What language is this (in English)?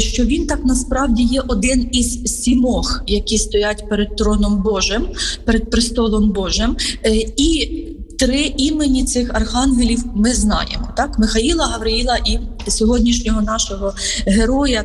Ukrainian